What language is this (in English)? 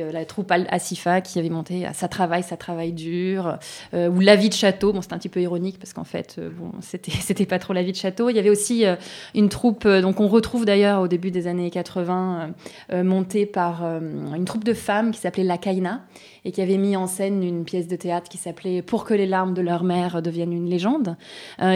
French